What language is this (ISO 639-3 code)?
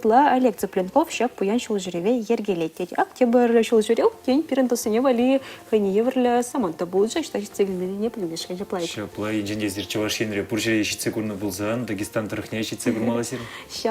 chv